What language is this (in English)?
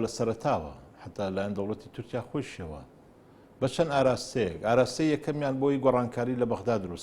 Central Kurdish